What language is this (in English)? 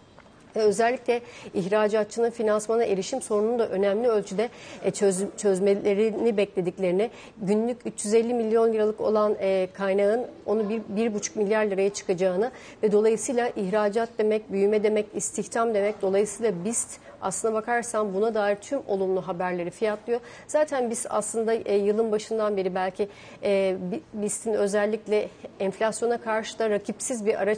Turkish